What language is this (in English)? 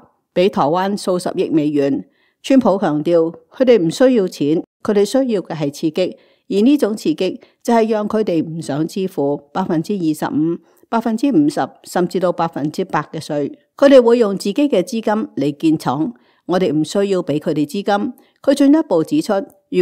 Cantonese